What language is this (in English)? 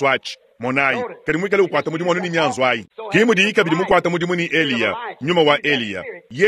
Luba-Lulua